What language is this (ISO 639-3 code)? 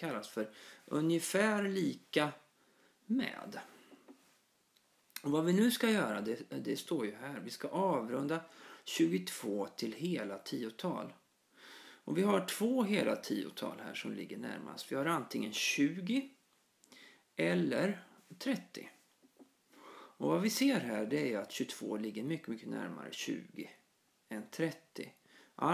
swe